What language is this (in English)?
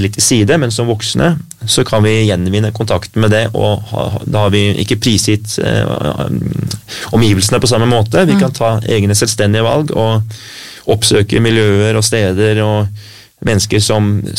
Norwegian